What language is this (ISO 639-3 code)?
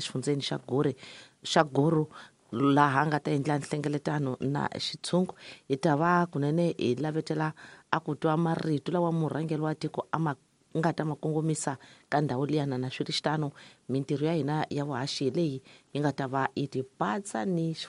tso